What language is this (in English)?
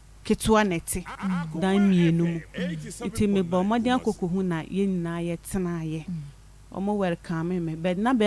Akan